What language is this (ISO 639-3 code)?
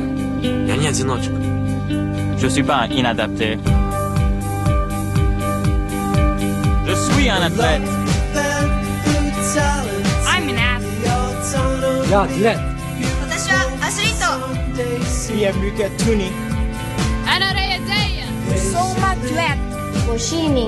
fra